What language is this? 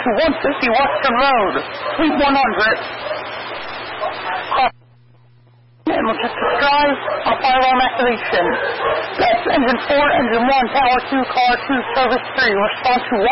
English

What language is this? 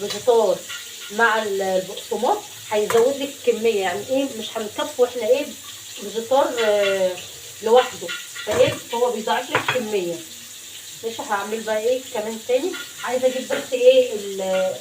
Egyptian Arabic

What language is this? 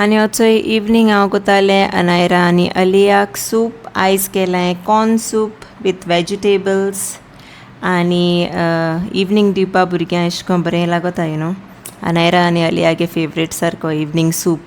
Konkani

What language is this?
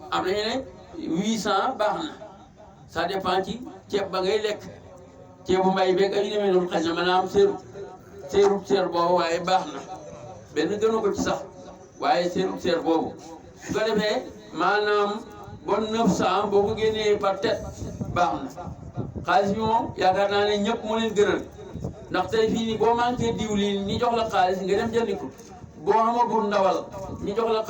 Wolof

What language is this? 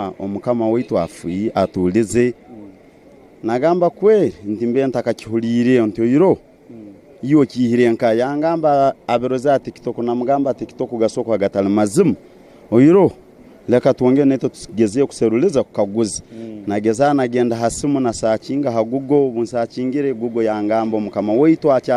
Tooro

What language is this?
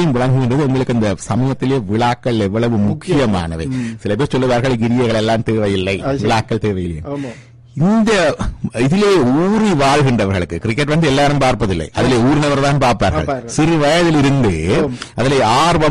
Tamil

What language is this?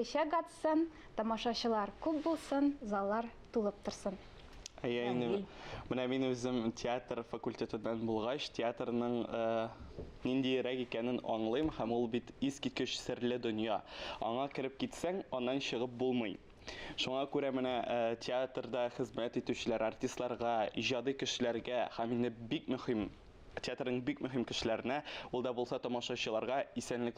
Tatar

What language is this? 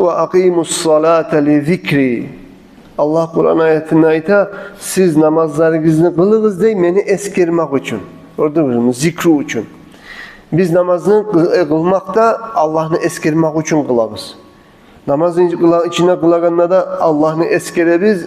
Kumyk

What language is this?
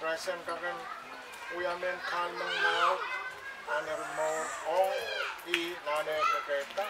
Pohnpeian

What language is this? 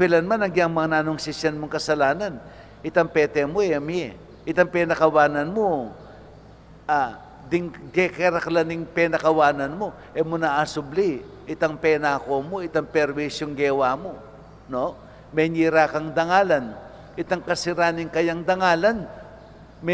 Pampanga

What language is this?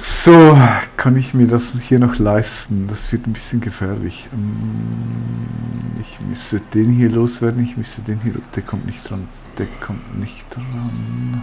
Swiss German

